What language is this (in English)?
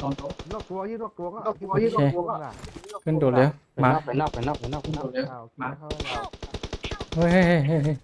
Shan